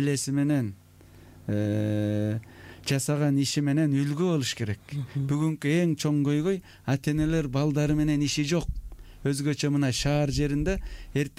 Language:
Kyrgyz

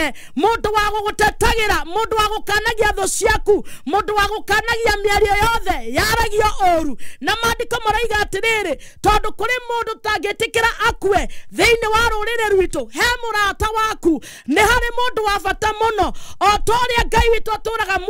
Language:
Kikuyu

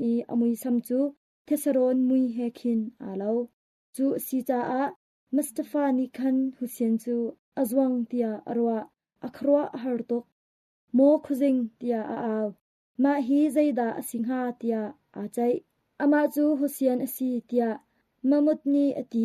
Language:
Hakha Chin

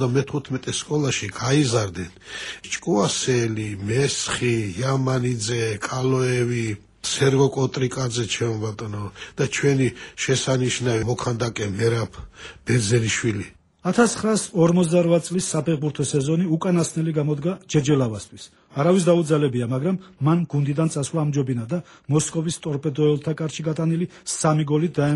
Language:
Georgian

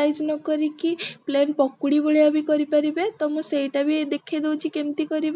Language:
Odia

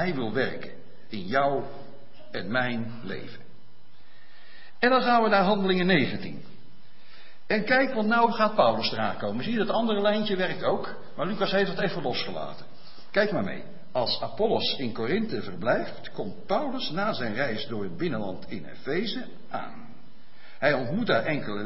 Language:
Dutch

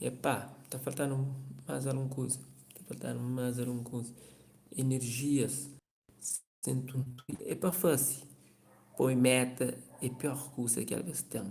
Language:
Kabuverdianu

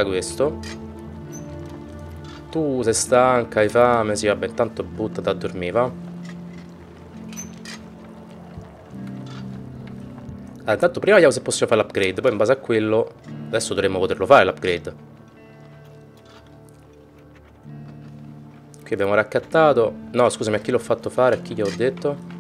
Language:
Italian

